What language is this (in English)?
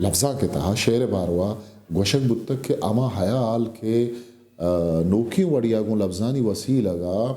Eastern Balochi